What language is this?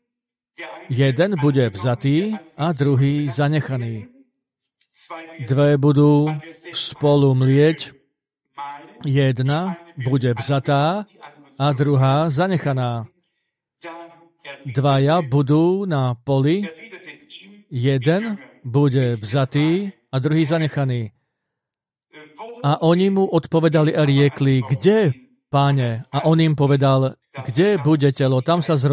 Slovak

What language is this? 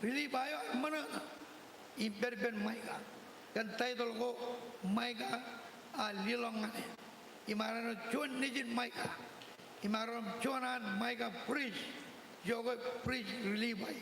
Marshallese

